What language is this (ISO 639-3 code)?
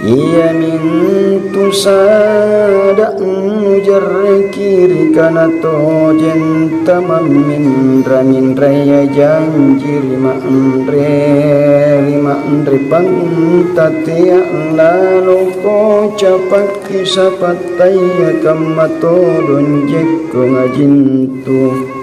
mak